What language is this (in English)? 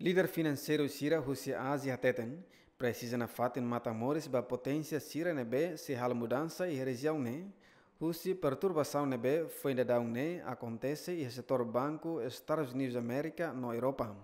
Tetum